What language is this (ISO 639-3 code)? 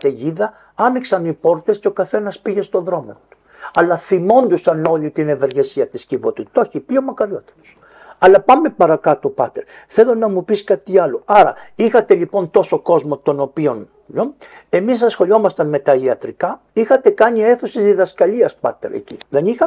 ell